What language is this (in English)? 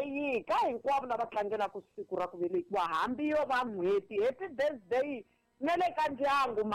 Tsonga